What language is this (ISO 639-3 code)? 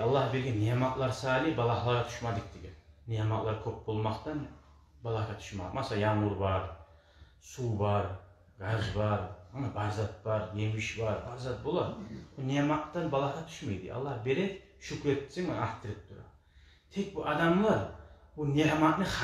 kum